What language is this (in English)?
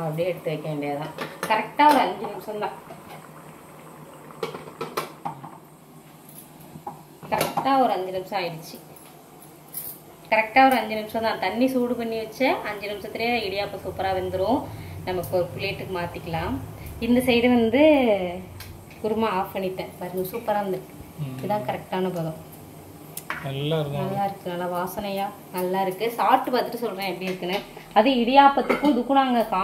Tamil